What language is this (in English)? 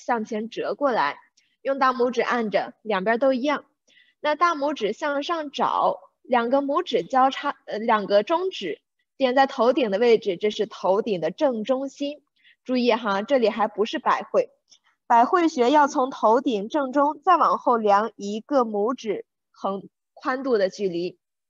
Chinese